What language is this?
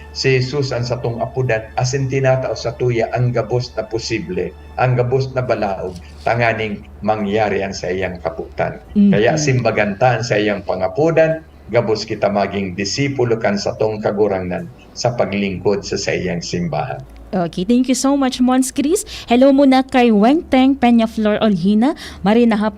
Bikol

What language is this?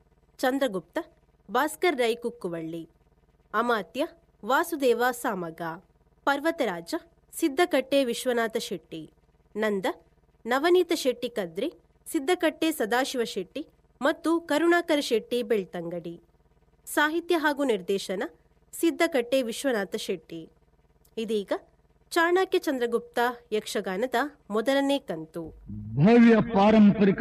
Kannada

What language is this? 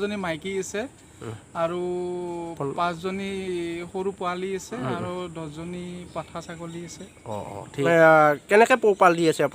Assamese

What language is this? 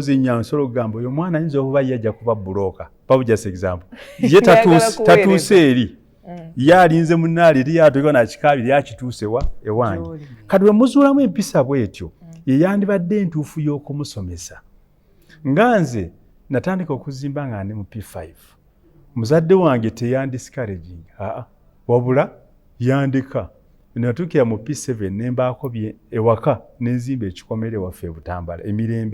Ganda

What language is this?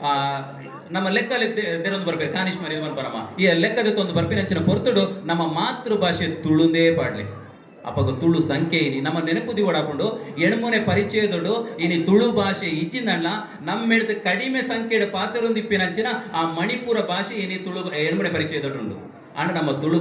Tulu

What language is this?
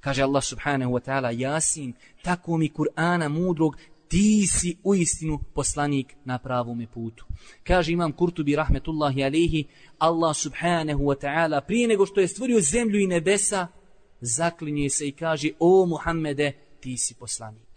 Bosnian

